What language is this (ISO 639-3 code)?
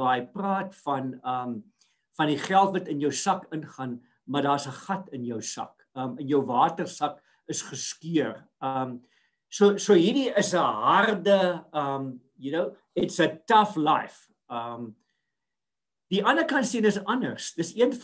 afr